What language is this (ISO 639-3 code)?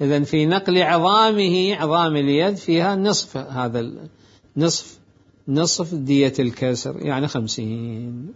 acm